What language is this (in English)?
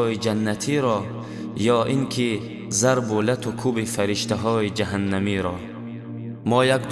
Tajik